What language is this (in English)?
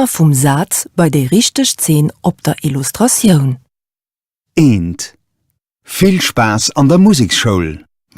Luxembourgish